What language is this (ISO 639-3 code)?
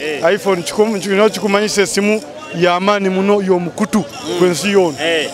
nyo